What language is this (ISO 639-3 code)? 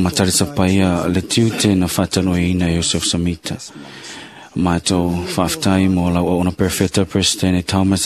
smo